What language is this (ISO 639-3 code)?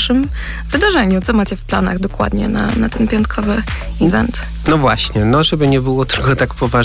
pol